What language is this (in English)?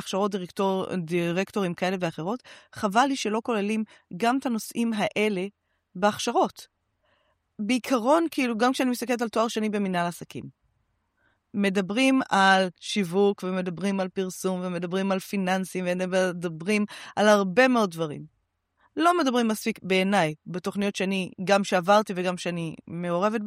Hebrew